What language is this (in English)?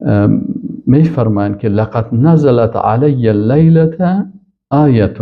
Persian